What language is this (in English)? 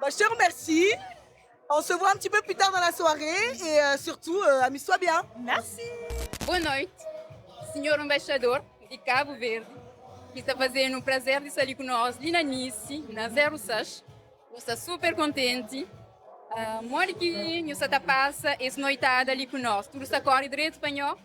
Kabuverdianu